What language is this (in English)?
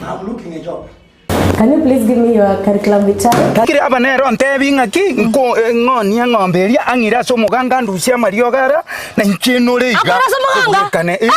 Gusii